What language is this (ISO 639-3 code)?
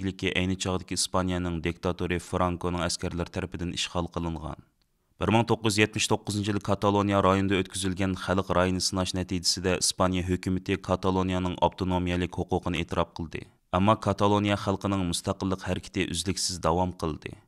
uig